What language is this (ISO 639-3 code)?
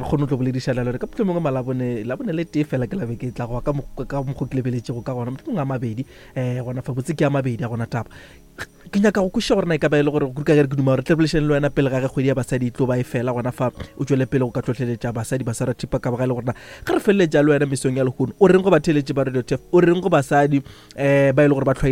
nso